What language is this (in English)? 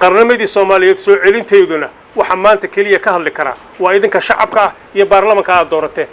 Somali